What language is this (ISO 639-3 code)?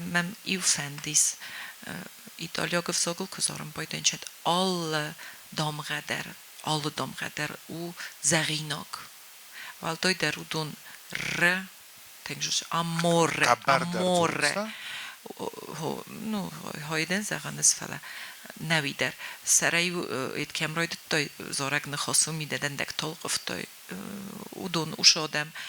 oss